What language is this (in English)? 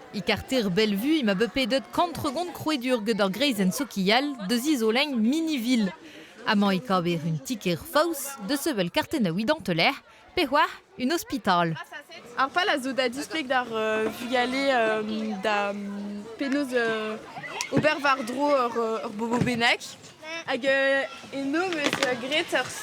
Breton